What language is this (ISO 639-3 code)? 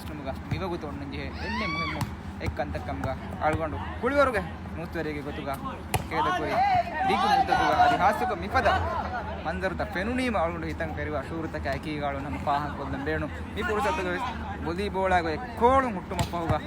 div